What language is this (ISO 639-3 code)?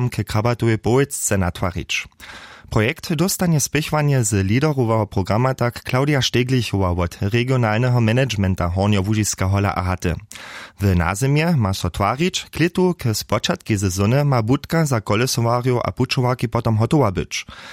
hsb